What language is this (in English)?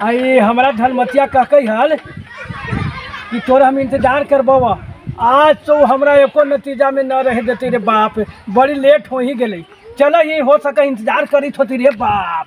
Magahi